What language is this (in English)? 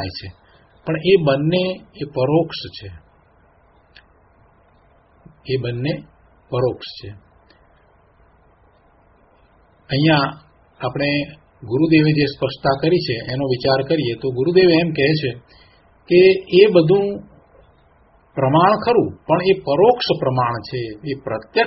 Gujarati